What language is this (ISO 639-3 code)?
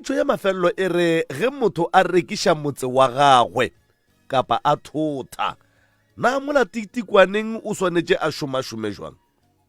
nso